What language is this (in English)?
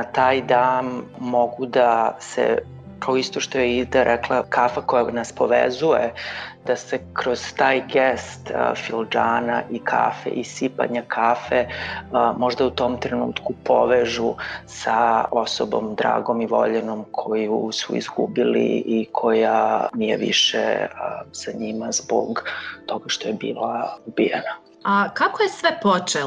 Bosnian